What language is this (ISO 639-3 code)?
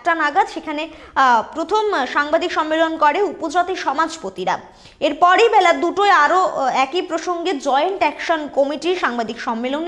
ben